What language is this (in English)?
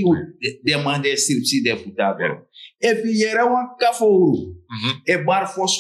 Sranan Tongo